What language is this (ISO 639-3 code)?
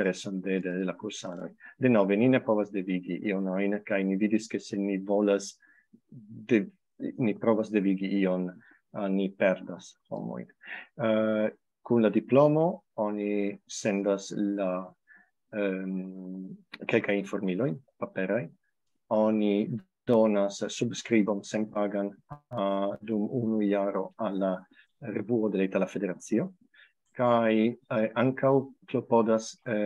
epo